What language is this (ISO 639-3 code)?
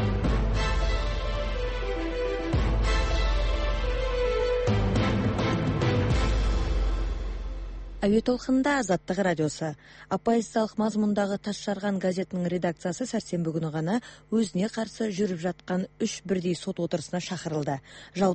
kaz